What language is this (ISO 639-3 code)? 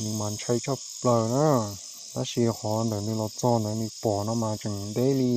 hmn